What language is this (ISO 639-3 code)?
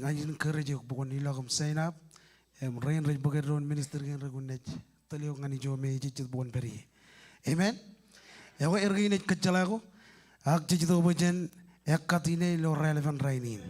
mah